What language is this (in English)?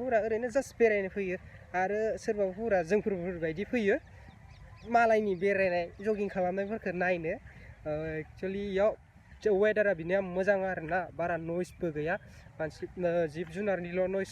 Bodo